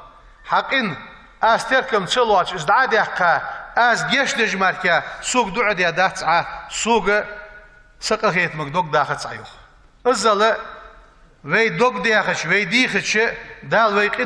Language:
Ingush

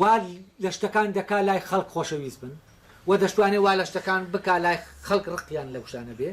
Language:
Central Kurdish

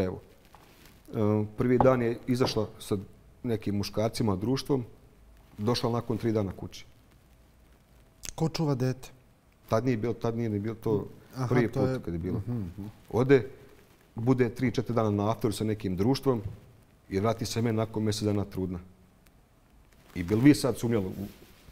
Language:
Bosnian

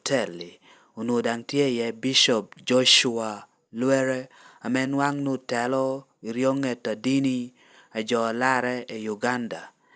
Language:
Lango (Uganda)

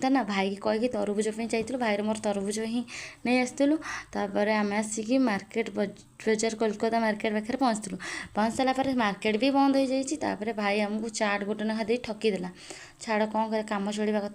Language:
Odia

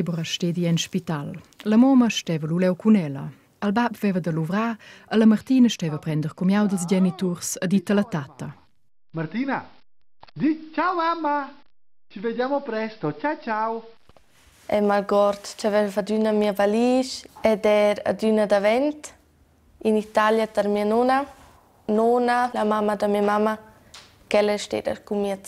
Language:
Romansh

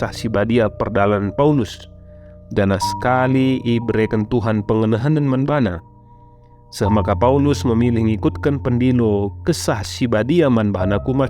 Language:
Batak Karo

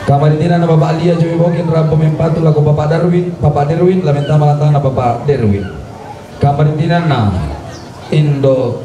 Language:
Toraja-Sa'dan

